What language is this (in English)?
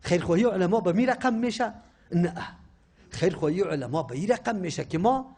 Persian